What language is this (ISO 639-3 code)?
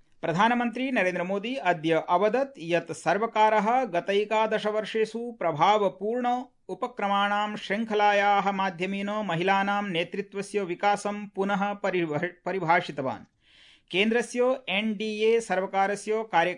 san